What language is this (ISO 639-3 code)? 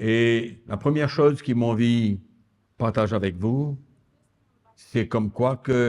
mfe